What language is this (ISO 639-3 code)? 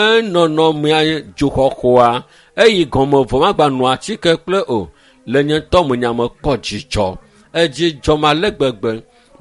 ewe